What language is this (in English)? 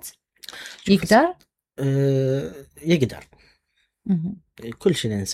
Mesopotamian Arabic